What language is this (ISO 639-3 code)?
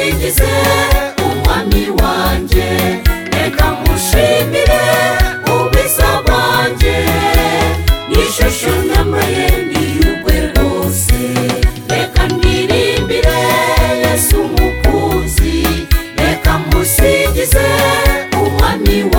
kin